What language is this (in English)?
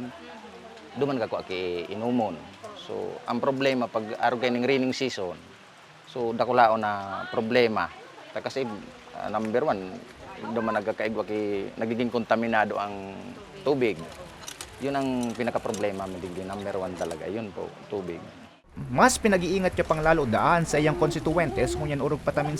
Bikol